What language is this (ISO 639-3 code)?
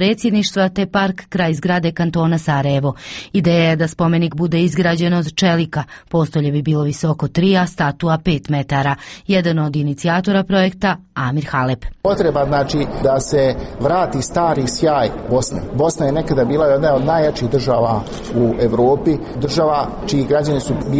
bos